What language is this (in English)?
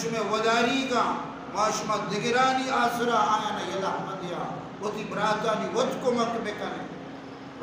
Baluchi